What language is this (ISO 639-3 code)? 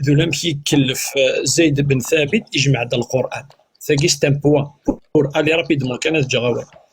kab